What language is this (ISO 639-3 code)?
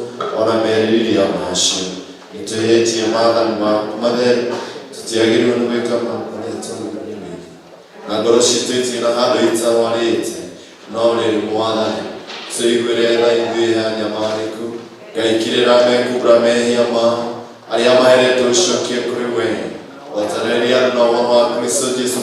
kik